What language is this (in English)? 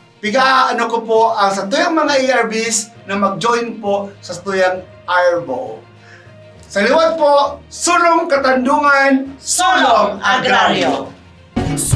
Bikol